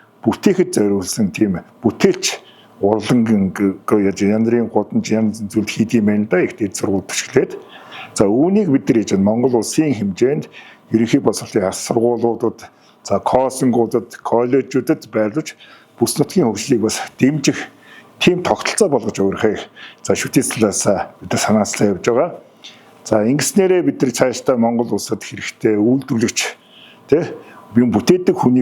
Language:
Mongolian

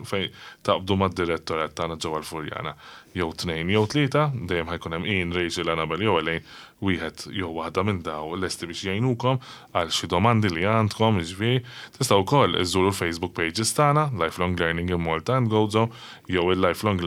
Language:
Maltese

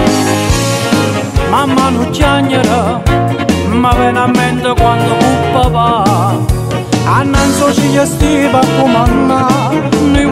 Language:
Neapolitan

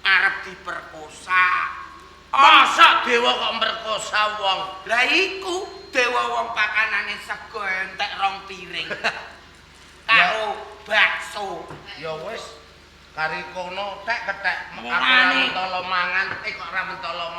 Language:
Javanese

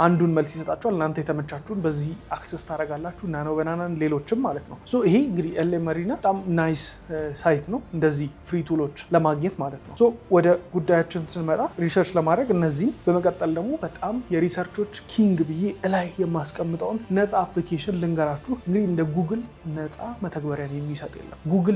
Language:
Amharic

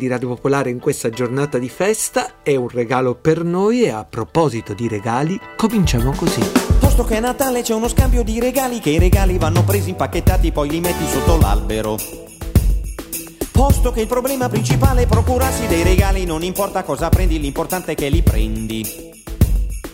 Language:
Italian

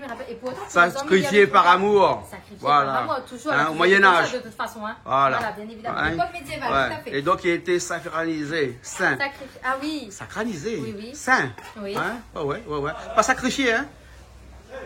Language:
Réunion Creole French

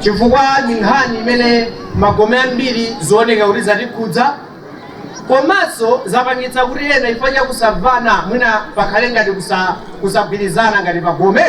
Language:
Nyanja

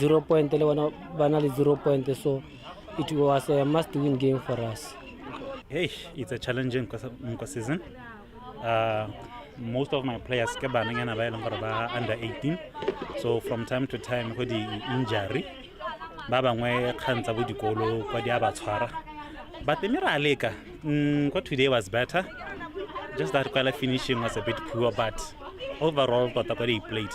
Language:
Tswana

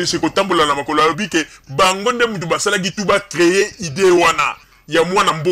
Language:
Lingala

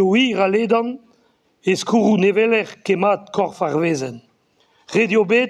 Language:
Breton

